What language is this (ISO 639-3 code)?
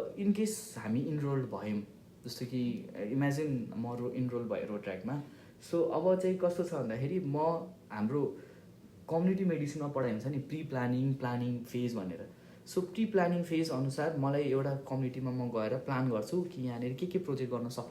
nep